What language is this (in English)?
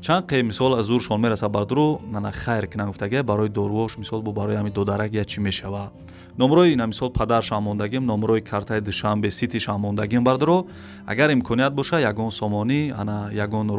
Tajik